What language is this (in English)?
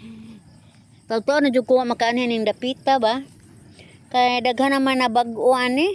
Cebuano